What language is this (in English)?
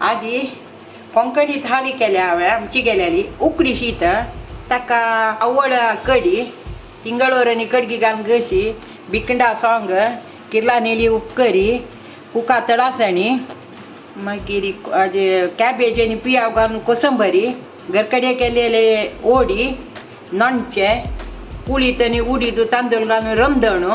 Konkani